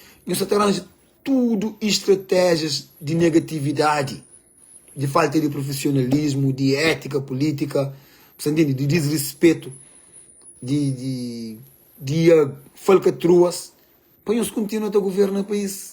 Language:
Kabuverdianu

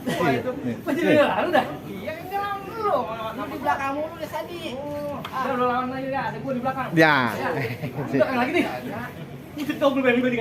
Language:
Betawi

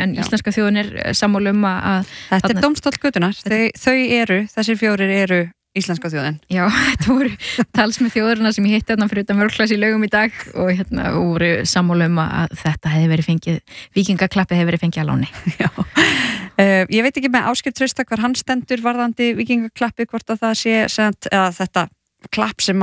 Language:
Icelandic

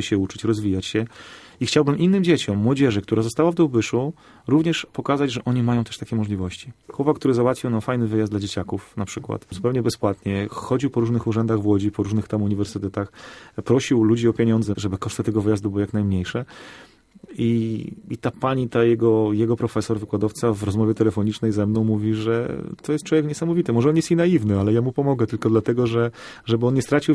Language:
Polish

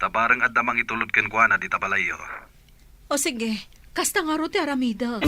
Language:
Iloko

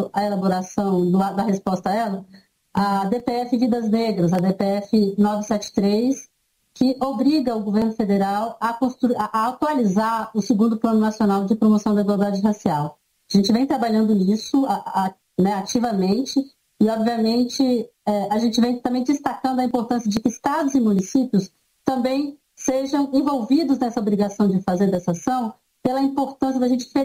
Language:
Portuguese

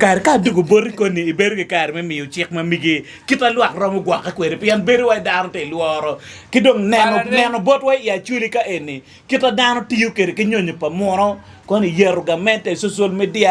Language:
Acoli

